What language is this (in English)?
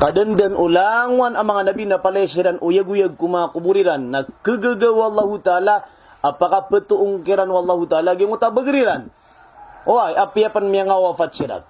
Maranao